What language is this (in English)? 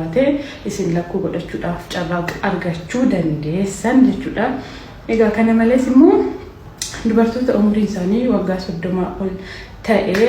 Oromo